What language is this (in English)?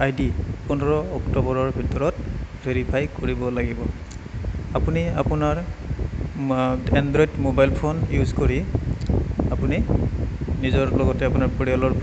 Assamese